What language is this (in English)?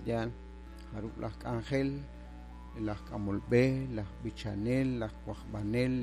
Kekchí